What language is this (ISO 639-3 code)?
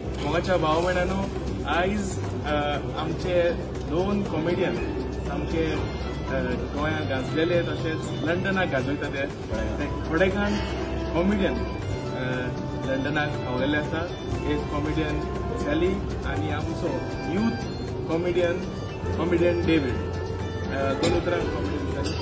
kok